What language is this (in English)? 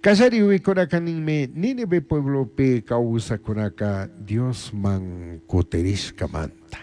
Chimborazo Highland Quichua